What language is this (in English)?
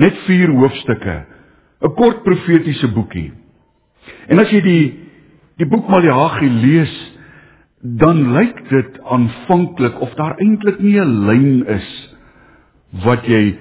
Afrikaans